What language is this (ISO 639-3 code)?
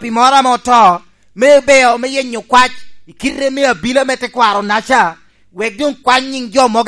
laj